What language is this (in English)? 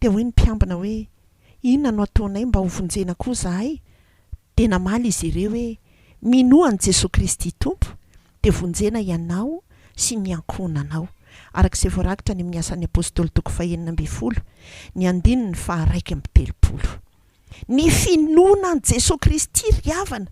Malagasy